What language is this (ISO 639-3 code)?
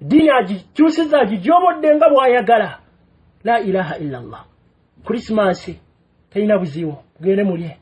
lug